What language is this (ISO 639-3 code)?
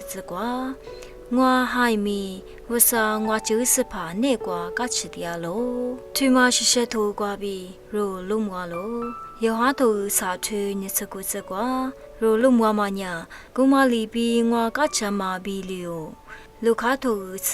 lis